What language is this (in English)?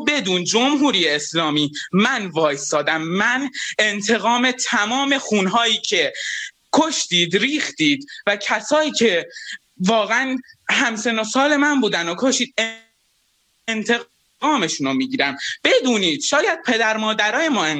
Persian